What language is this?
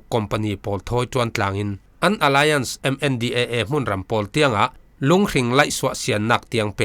Falam Chin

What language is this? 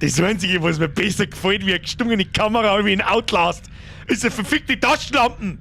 Bavarian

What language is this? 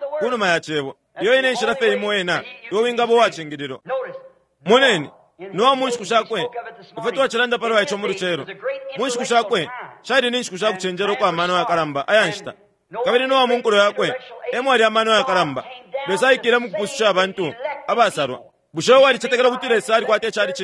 Bemba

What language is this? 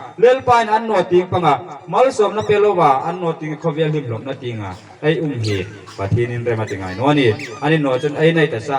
Hmar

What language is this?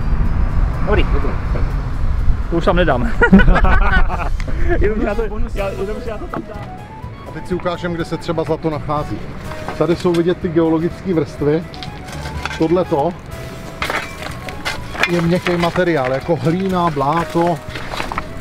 Czech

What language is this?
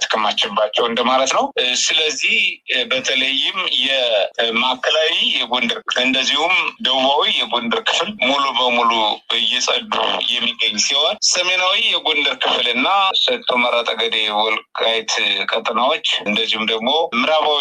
Amharic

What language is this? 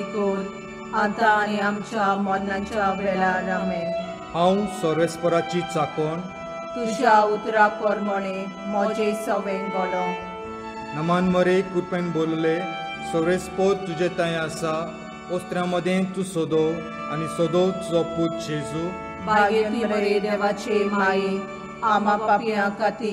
Konkani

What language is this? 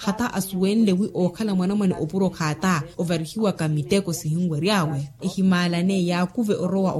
Makhuwa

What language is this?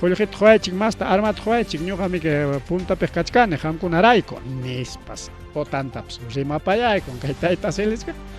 Ayacucho Quechua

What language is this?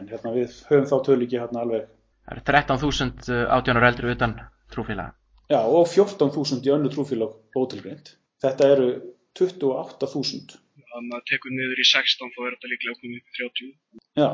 Icelandic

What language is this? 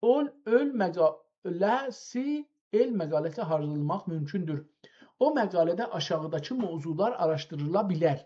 South Azerbaijani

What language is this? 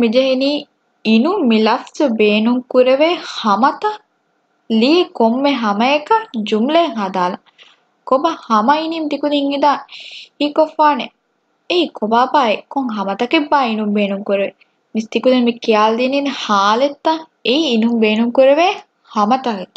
Divehi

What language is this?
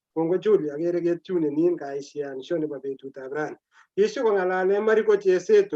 Kalenjin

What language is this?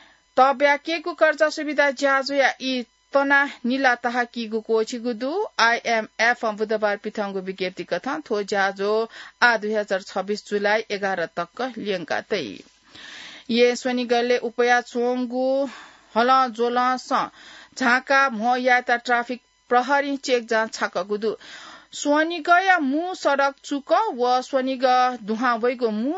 Newari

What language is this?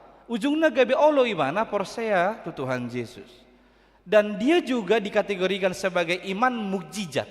Batak Toba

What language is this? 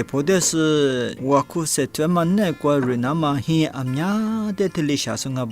Lisu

